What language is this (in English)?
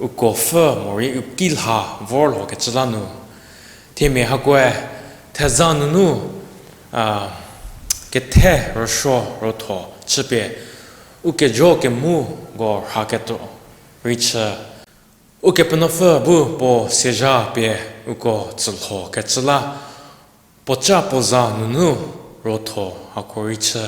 Angami Naga